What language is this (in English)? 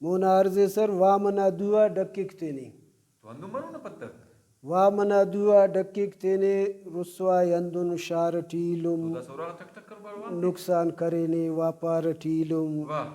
Brahui